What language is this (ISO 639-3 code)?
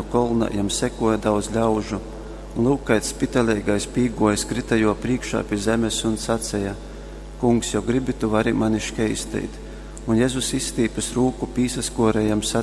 ltg